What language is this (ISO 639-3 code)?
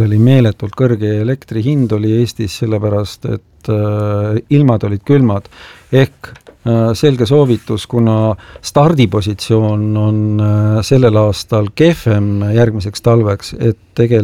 est